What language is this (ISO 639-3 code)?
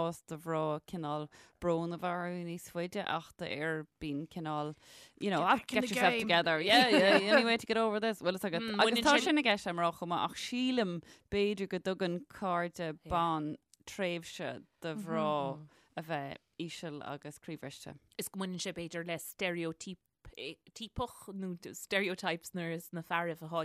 gle